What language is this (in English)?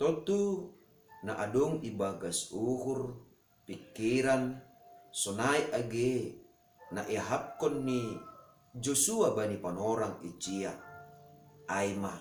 Batak Simalungun